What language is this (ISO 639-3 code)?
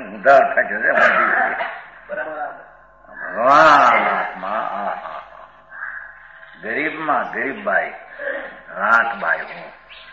guj